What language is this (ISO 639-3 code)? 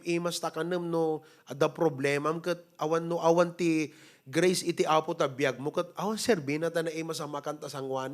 ilo